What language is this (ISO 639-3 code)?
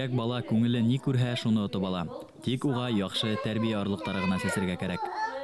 bak